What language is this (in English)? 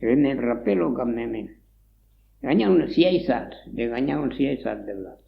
Occitan